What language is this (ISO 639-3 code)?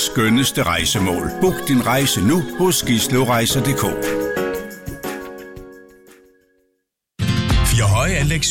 dan